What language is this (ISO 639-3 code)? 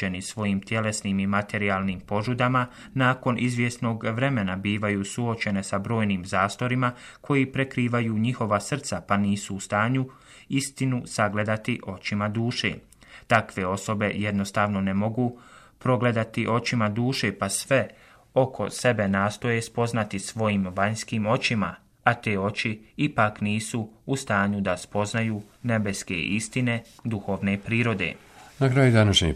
bos